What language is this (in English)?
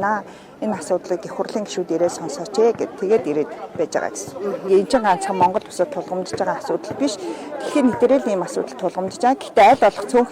Mongolian